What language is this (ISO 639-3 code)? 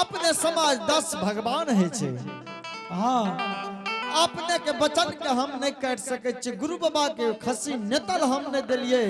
anp